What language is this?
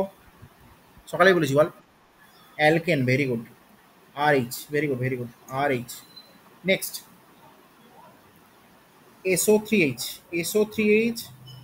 Bangla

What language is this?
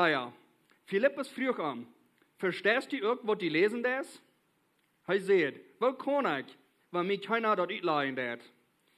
Plautdietsch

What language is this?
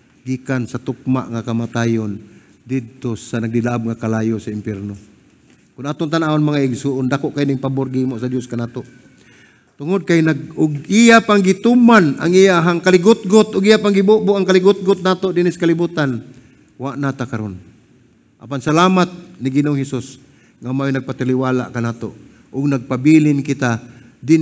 Cebuano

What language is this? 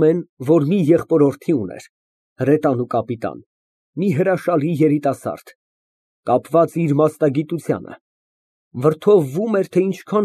Armenian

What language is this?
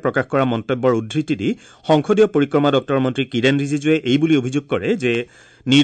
Assamese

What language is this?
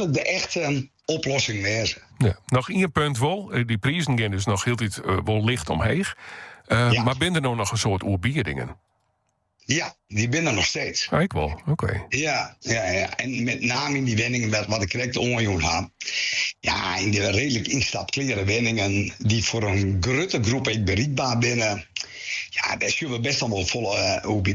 Western Frisian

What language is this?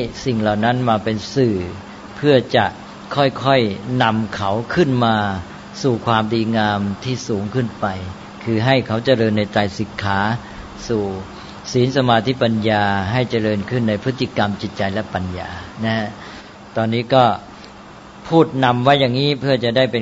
Thai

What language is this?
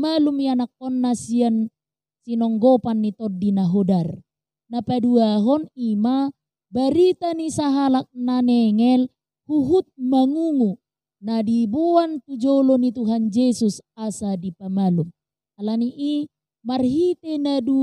Batak Toba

